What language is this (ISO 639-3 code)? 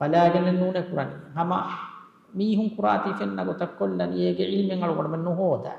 div